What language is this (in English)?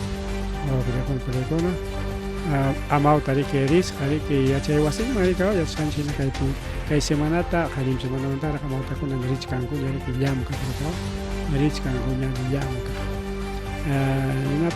Ayacucho Quechua